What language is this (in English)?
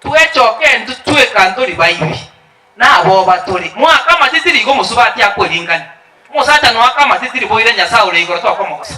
Gusii